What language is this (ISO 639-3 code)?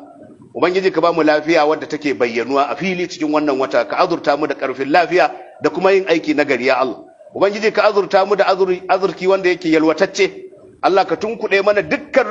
hau